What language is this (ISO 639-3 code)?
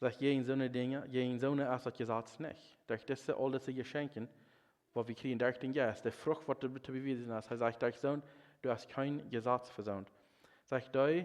pdt